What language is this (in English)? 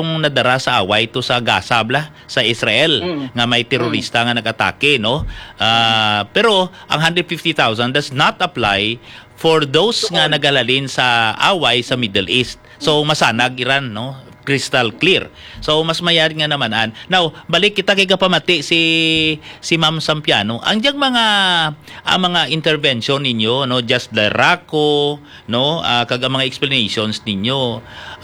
Hiligaynon